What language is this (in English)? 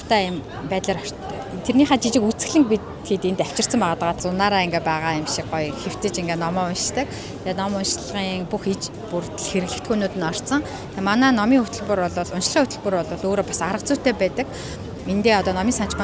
Mongolian